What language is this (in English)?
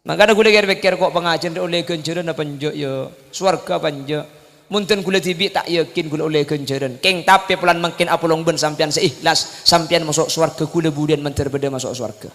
Madurese